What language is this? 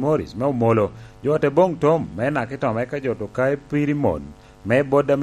Lango (Uganda)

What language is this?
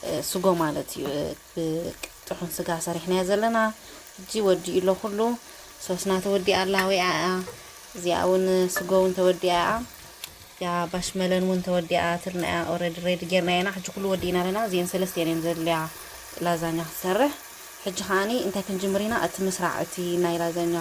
Tigrinya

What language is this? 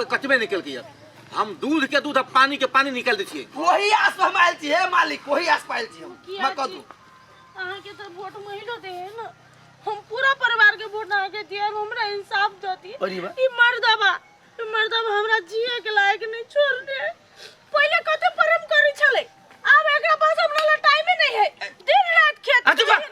Maithili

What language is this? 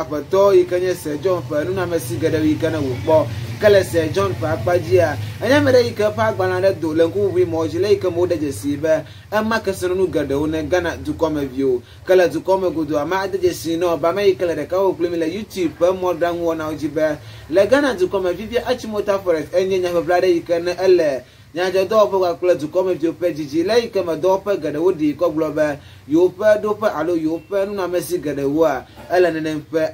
Ewe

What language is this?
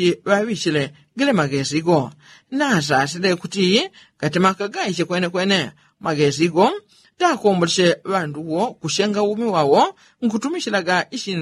Yao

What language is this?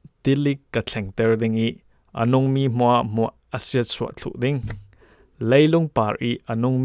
Falam Chin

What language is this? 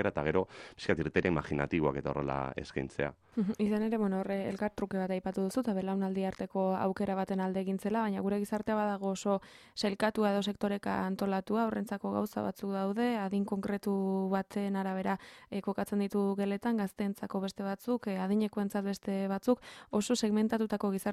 Basque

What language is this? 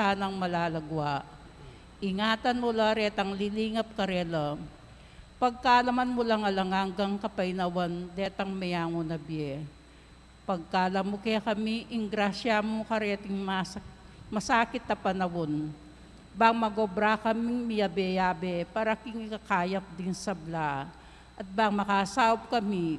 Pampanga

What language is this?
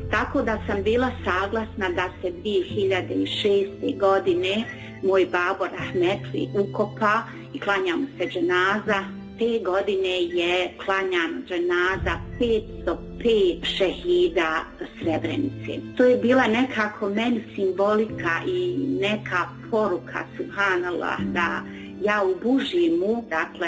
Bosnian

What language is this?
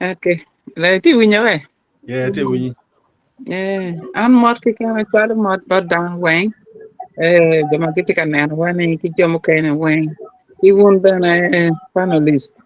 Acoli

